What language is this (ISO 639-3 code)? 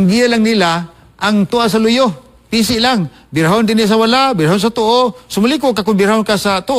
ceb